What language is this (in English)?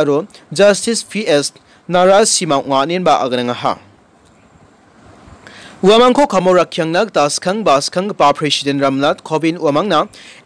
Garo